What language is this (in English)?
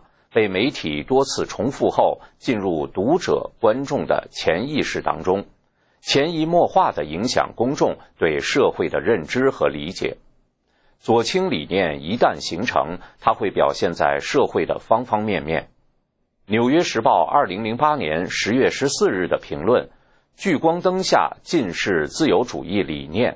Chinese